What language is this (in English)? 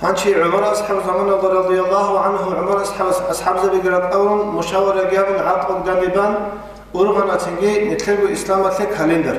Avaric